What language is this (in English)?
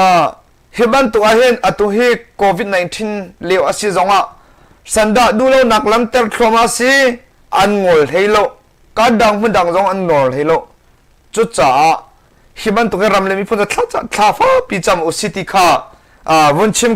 Hakha Chin